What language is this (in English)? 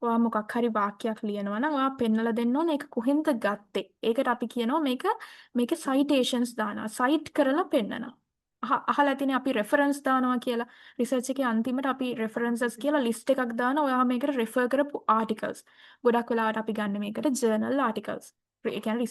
Sinhala